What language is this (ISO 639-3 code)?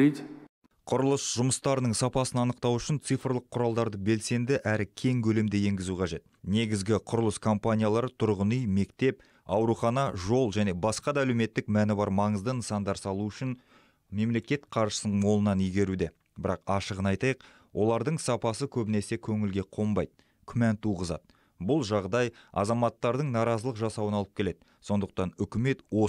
kaz